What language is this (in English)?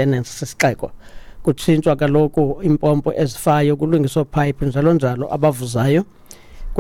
Xhosa